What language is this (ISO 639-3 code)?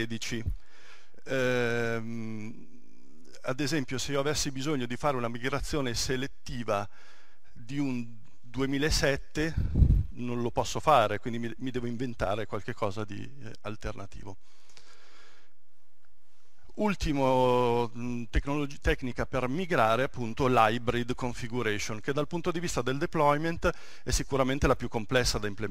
ita